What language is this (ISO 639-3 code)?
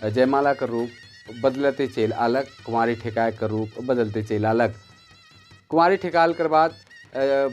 sck